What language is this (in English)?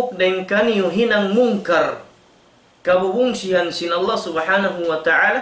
Tausug